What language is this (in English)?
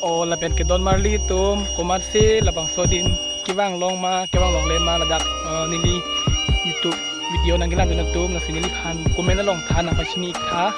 Karbi